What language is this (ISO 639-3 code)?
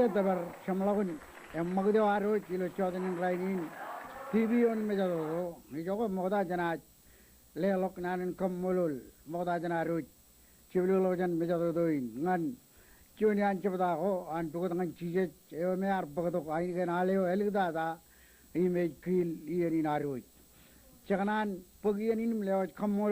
mah